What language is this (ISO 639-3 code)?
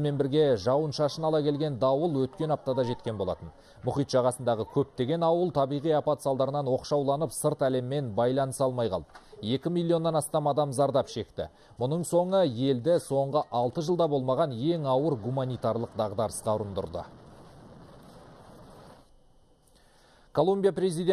kaz